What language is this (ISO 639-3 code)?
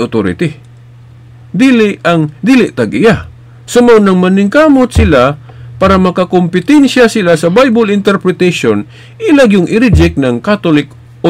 ceb